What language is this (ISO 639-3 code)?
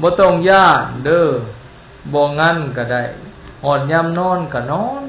lao